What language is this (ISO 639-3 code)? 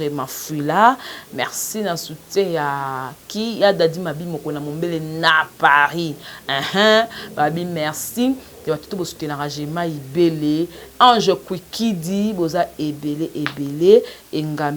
lin